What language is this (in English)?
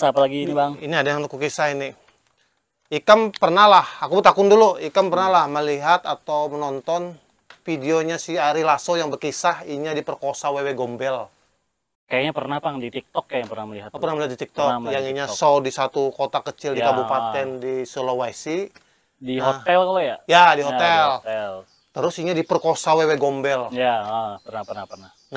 Banjar